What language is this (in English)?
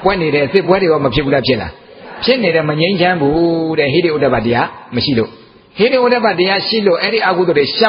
Burmese